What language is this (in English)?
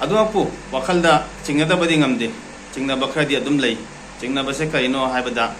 Manipuri